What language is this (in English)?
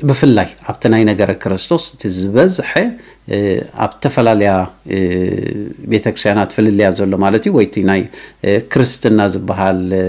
Tigrinya